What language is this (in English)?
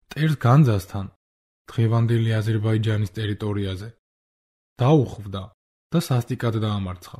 Georgian